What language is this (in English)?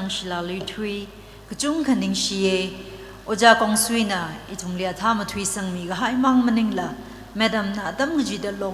Tangkhul Naga (India)